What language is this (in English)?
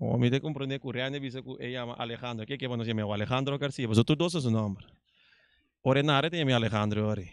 Papiamento